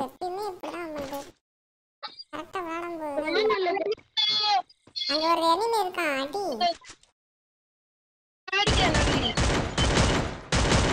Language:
Tamil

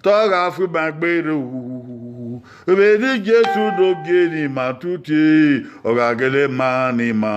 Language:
Bini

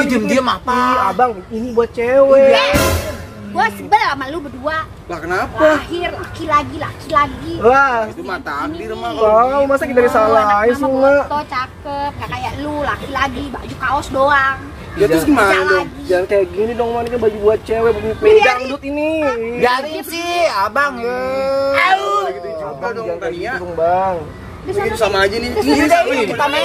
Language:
Betawi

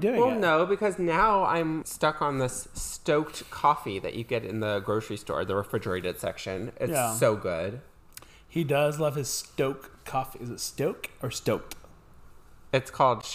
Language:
English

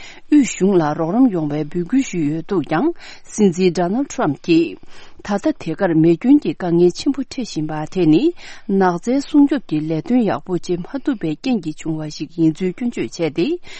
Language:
Tibetan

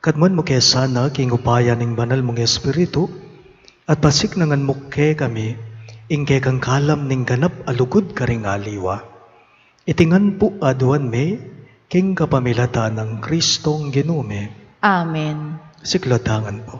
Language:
Pampanga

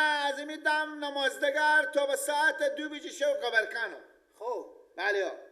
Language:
Persian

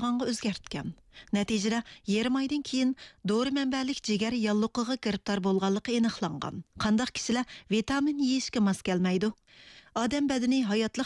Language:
Uyghur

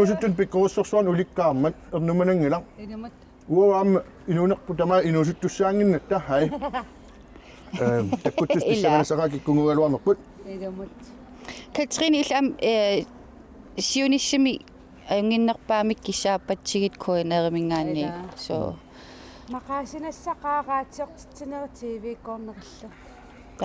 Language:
Kalaallisut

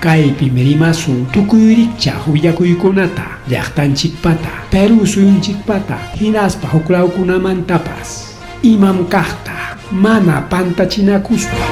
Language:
Ayacucho Quechua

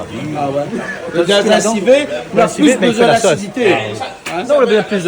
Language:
Réunion Creole French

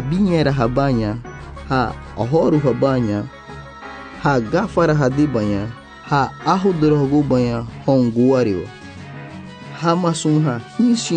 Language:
Garifuna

